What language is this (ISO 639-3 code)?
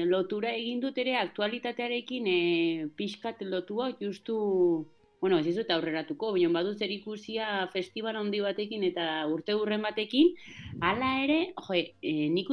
eus